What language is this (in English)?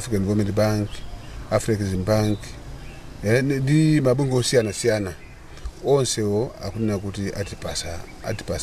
Nyanja